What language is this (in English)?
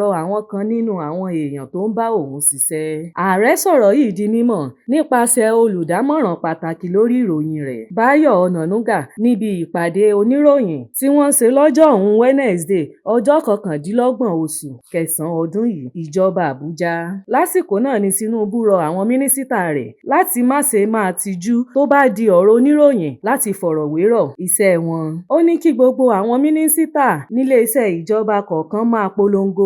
Yoruba